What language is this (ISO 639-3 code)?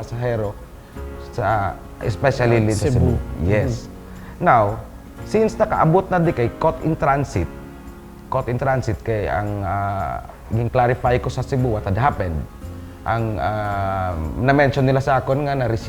hil